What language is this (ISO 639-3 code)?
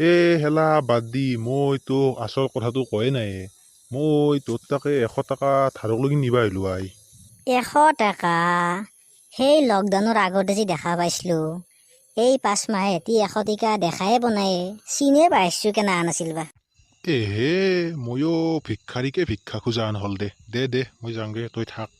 asm